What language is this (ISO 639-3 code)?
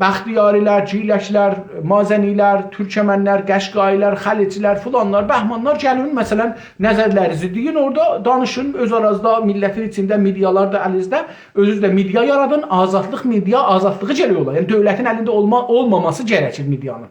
azb